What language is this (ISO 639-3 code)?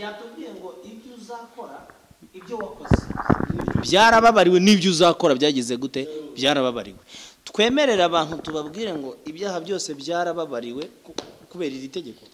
kin